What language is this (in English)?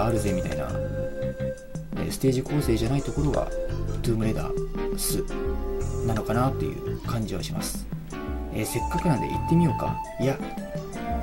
Japanese